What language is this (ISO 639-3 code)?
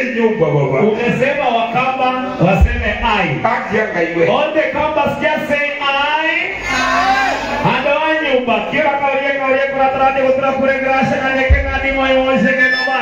swa